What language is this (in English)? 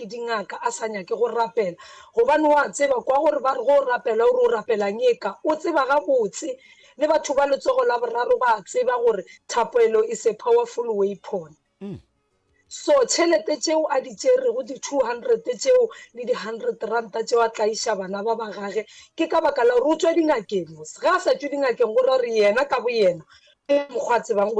Northern Sotho